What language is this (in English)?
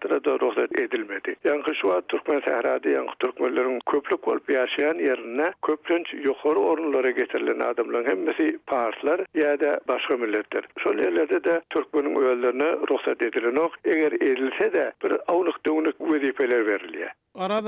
Turkmen